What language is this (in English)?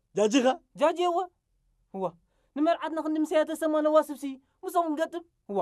Tigrinya